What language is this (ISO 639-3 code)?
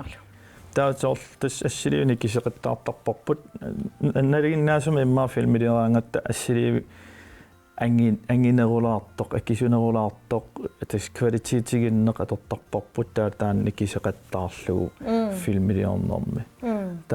kal